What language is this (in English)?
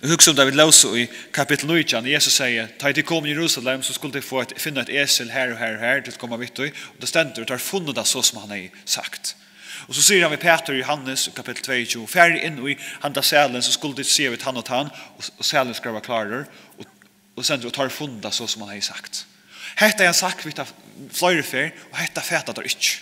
Faroese